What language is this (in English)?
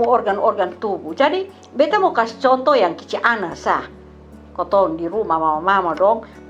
Kupang Malay